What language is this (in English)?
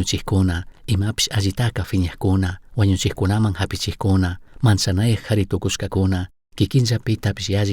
Chimborazo Highland Quichua